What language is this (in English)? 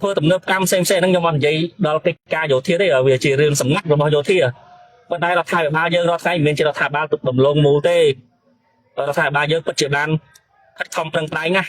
Khmer